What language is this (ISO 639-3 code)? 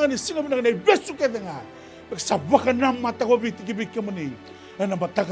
fij